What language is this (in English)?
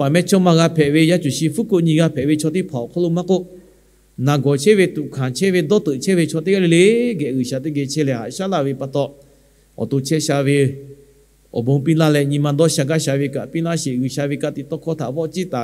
Lahu